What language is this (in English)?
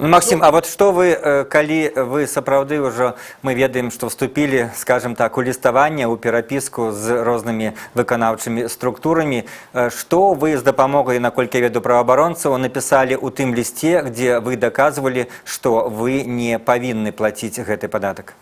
Belarusian